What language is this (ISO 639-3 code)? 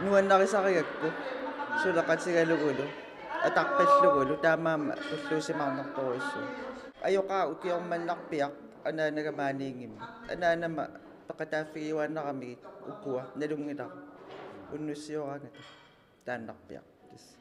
kal